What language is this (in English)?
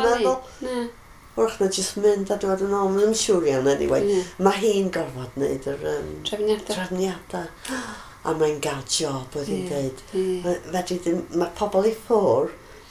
Welsh